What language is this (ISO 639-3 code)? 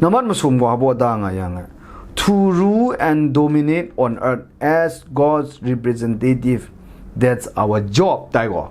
kac